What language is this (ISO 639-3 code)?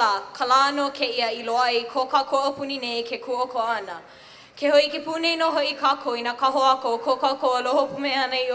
haw